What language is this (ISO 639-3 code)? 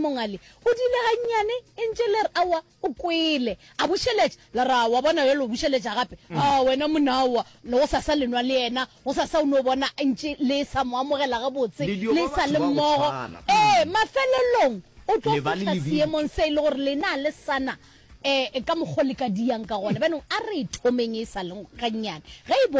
nso